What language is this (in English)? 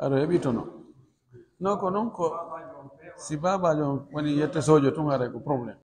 Pular